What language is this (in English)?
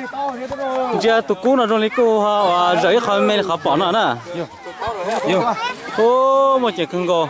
Vietnamese